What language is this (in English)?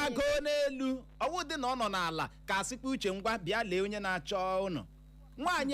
Igbo